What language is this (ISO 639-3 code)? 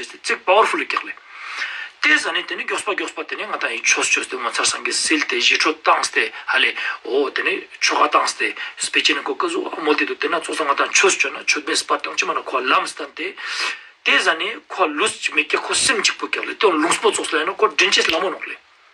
lbj